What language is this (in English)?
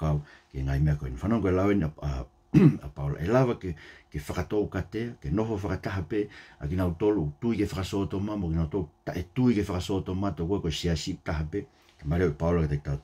Tongan